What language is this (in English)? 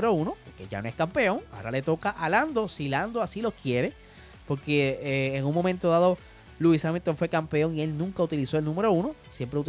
Spanish